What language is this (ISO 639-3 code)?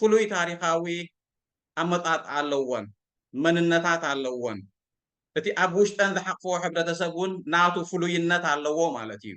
tir